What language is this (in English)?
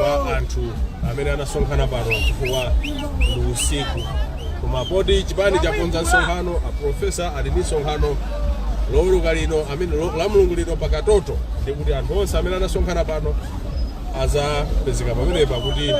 Nyanja